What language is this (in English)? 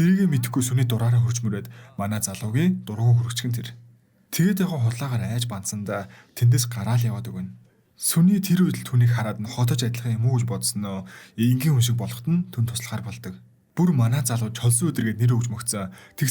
Mongolian